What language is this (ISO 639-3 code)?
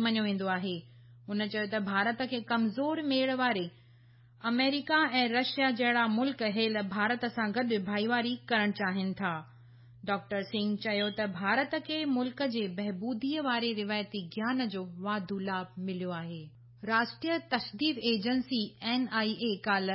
snd